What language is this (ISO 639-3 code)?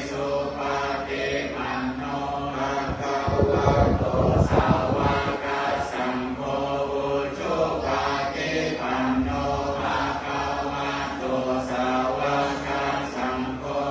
pli